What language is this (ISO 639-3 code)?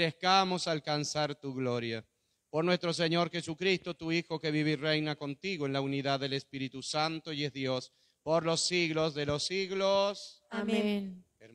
spa